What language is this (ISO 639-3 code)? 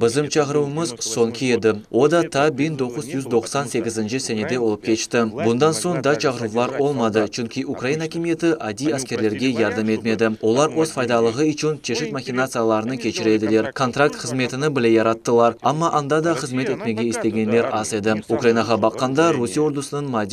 crh